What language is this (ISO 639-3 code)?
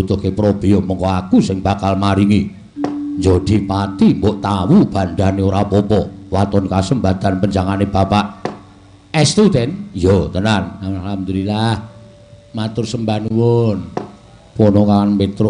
jav